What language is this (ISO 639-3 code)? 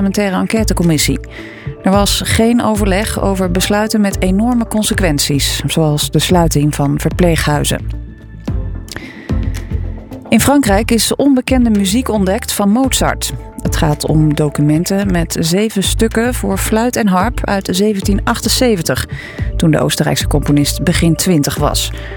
nld